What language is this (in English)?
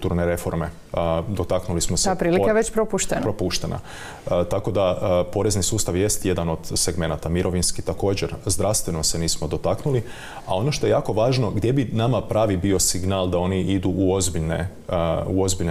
Croatian